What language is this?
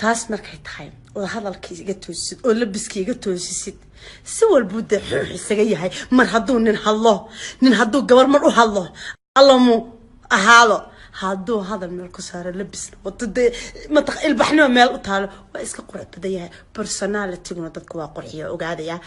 Somali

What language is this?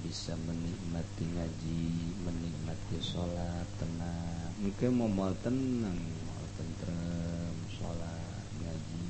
Sundanese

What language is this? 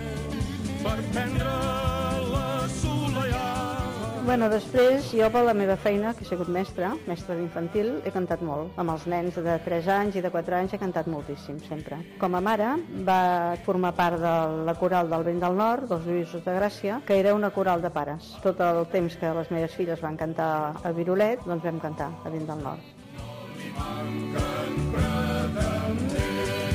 Catalan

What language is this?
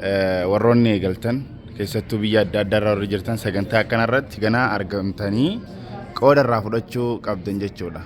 Oromo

